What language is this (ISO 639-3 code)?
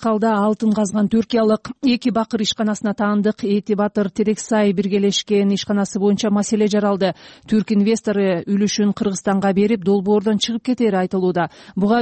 kir